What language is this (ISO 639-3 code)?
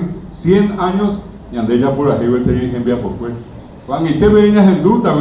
grn